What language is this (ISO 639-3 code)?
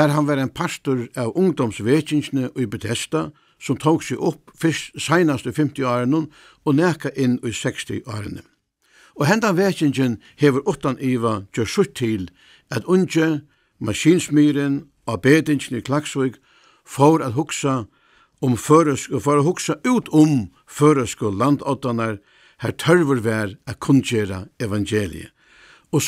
fao